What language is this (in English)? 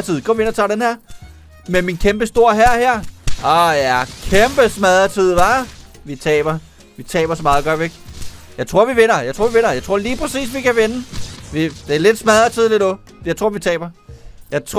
Danish